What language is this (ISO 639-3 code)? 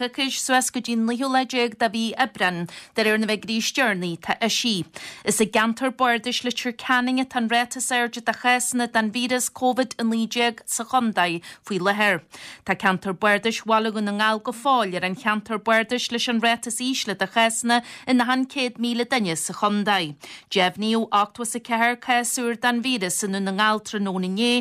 gle